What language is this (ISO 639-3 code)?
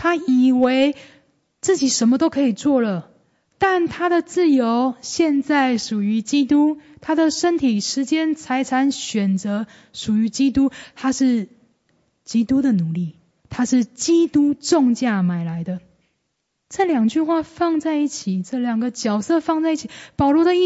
zho